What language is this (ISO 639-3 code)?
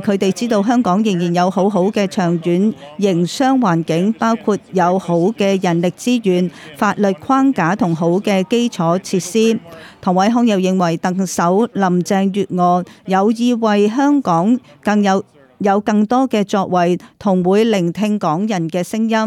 yue